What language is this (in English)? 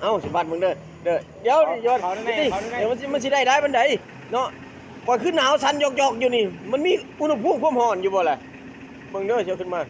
Northeastern Thai